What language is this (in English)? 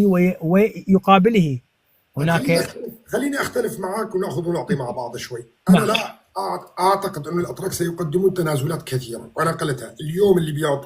North Levantine Arabic